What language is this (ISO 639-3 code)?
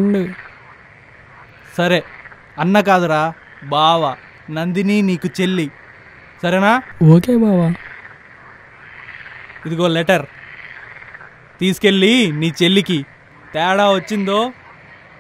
tel